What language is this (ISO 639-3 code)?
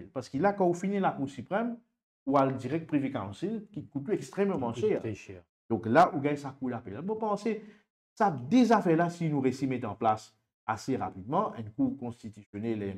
mfe